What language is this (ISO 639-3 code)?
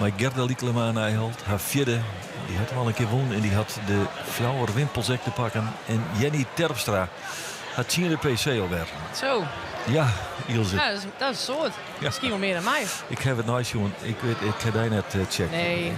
fry